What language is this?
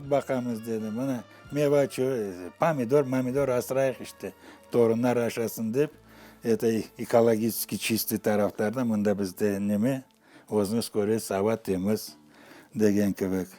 Crimean Tatar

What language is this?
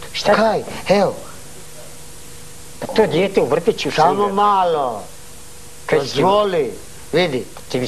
Croatian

